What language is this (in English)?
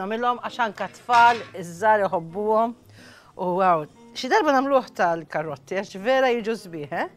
Maltese